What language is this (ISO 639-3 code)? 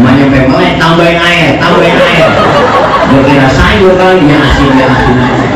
bew